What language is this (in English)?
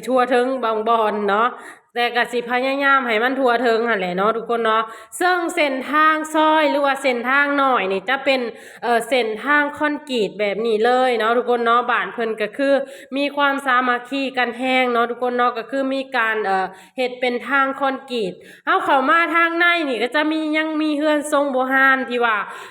Lao